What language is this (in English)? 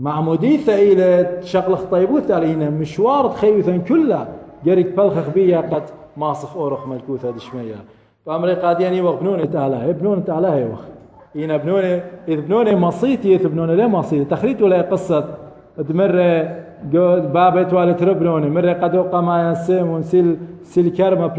Assyrian Neo-Aramaic